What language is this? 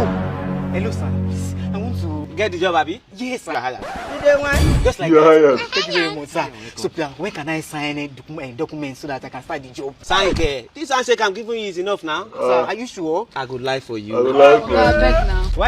Nigerian Pidgin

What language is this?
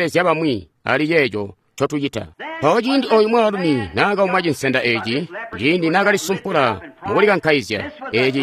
Tonga (Zambia)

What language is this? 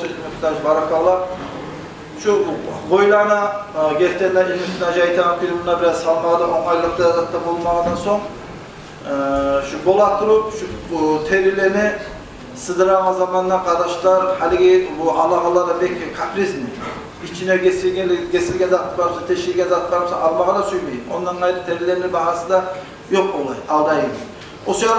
Kumyk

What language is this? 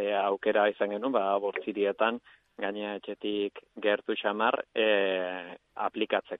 Basque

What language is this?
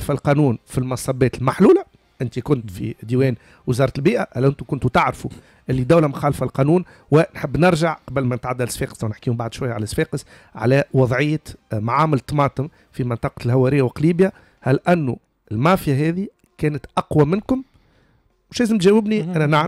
Tunisian Arabic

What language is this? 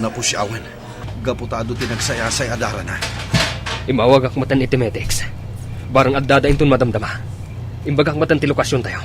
Iloko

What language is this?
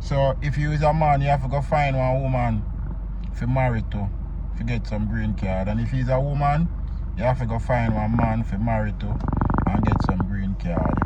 Jamaican Creole English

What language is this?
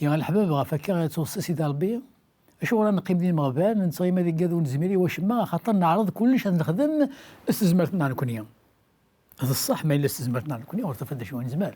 Kabyle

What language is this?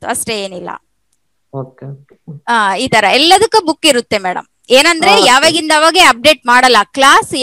Kannada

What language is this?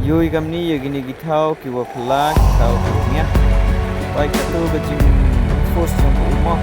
Khasi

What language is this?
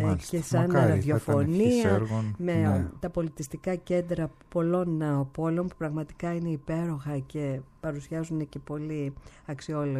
Greek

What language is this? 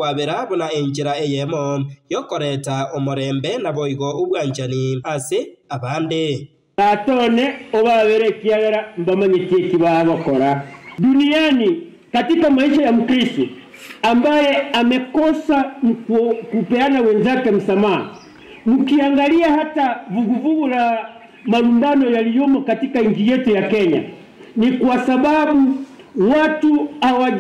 Gusii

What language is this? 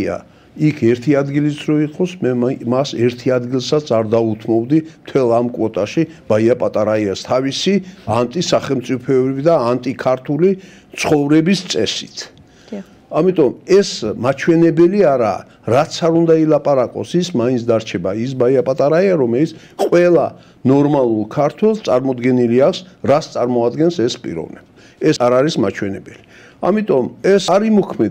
Georgian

